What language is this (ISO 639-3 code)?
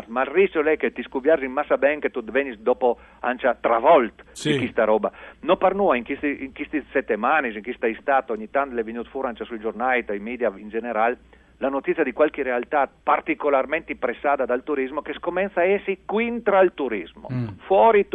fur